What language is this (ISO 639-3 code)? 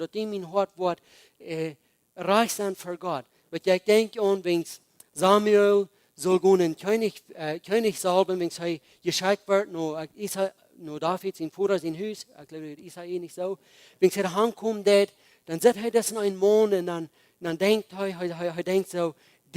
pdt